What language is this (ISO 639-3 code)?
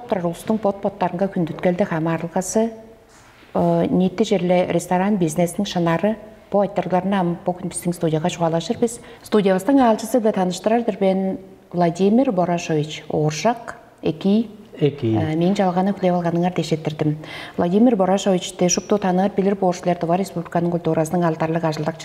tyv